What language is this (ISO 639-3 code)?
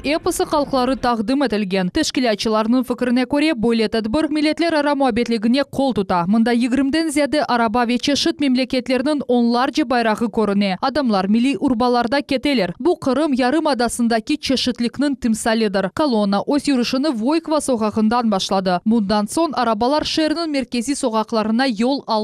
crh